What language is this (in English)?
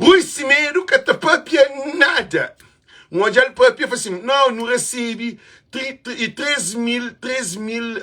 Kabuverdianu